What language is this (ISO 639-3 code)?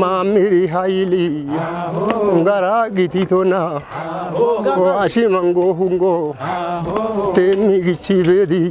kbr